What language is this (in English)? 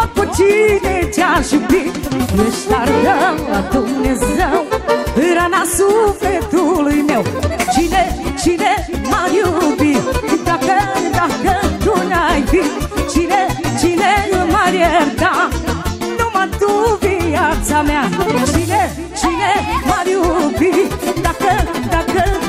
Romanian